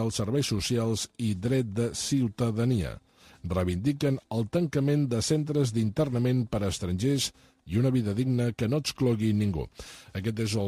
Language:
Catalan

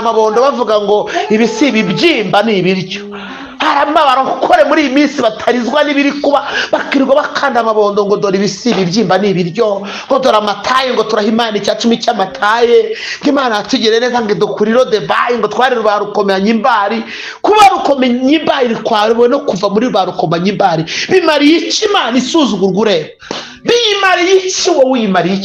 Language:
Kinyarwanda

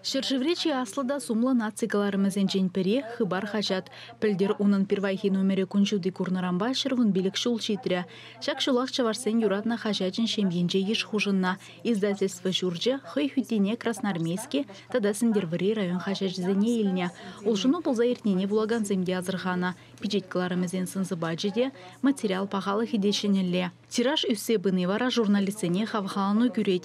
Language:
Chuvash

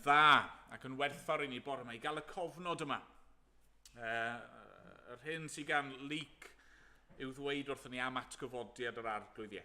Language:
Welsh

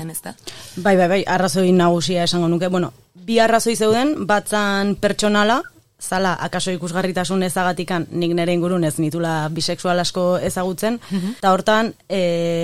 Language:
Basque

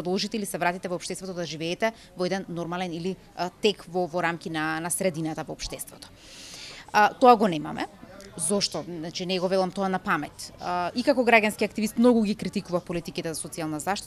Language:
Macedonian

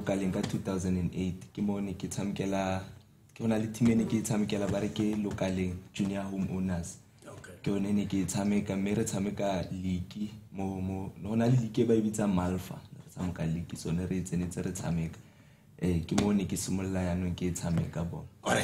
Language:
Tswana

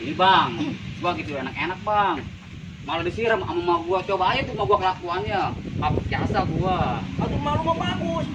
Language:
Betawi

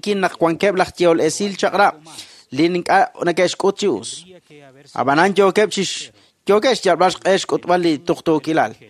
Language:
Kekchí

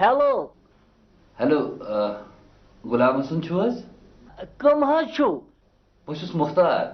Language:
Kashmiri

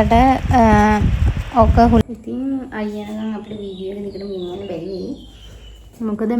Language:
Sinhala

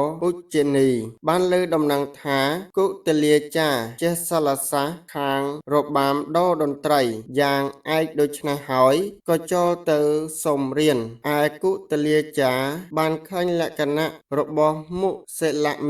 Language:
Khmer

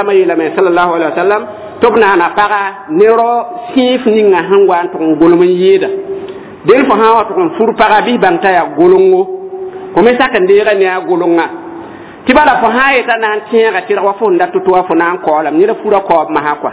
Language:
Mossi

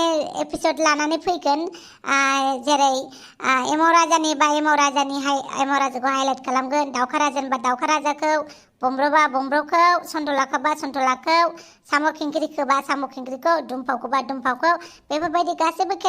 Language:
Bodo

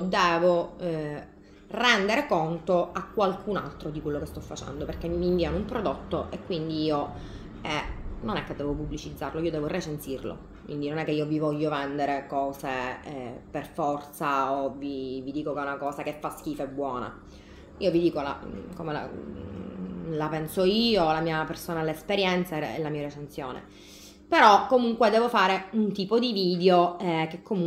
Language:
Italian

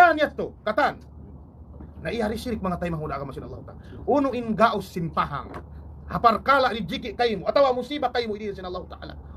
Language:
Tausug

